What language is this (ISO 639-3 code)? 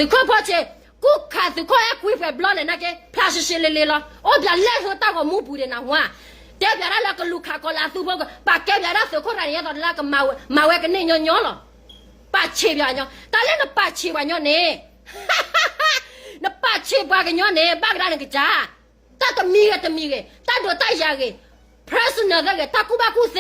ksw